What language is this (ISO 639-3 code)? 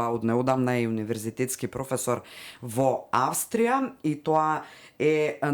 mkd